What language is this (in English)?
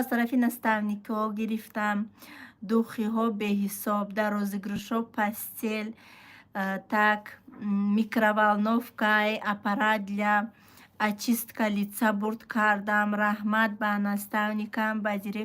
Tajik